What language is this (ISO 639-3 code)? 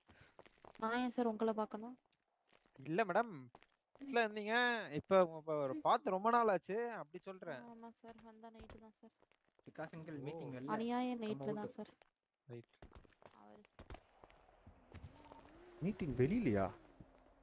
tam